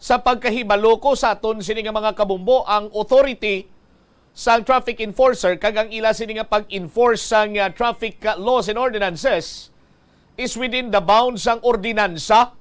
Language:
Hiligaynon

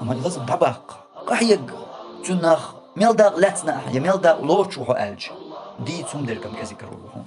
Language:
Chechen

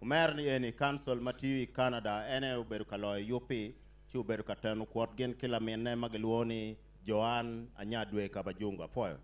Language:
Acoli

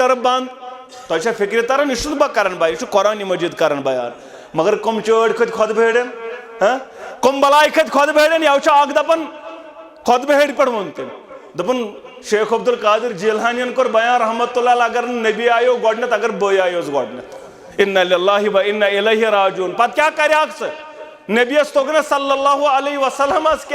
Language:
Kashmiri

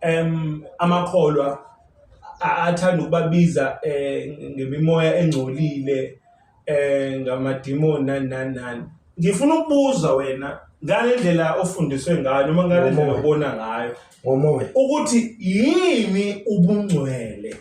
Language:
Zulu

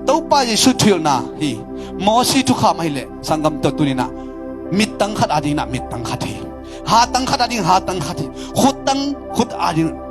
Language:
Tedim Chin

